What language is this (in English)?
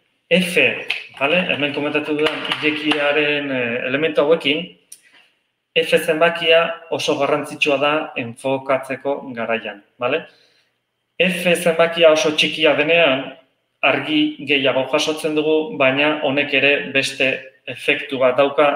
Basque